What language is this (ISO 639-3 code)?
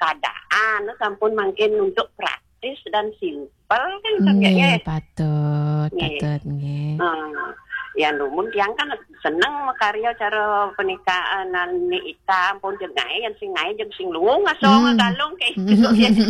ban